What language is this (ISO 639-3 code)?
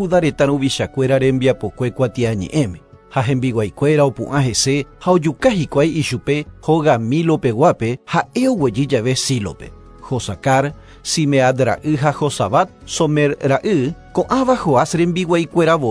grn